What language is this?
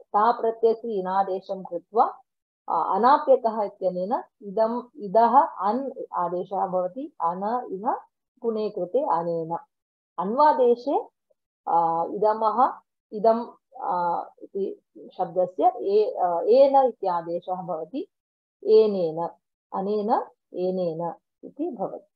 Sanskrit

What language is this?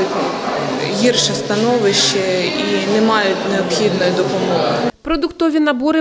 Ukrainian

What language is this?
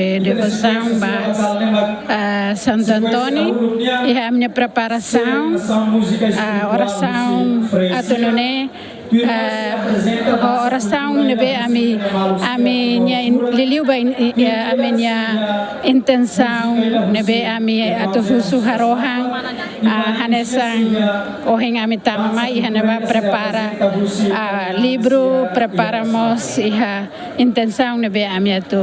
Tetum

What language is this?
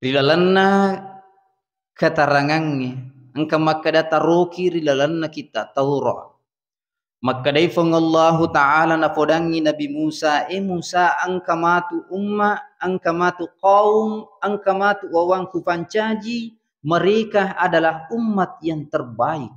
Buginese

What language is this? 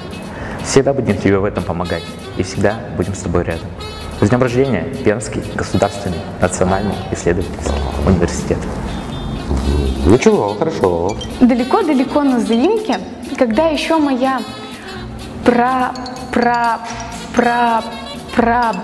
Russian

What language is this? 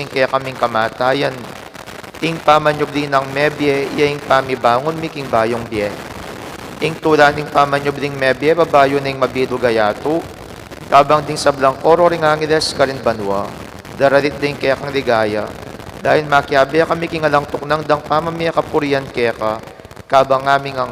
Pampanga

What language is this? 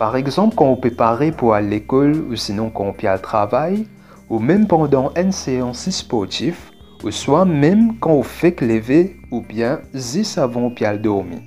Morisyen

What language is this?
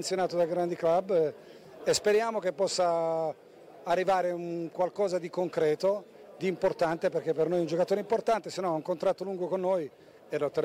Italian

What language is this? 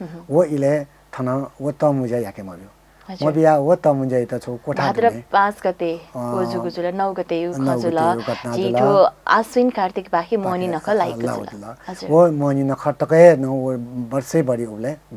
Newari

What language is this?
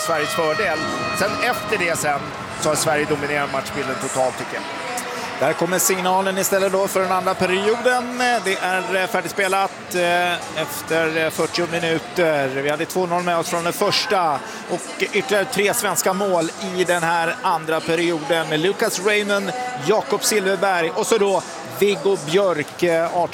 Swedish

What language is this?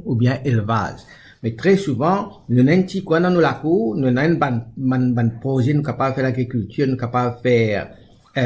Morisyen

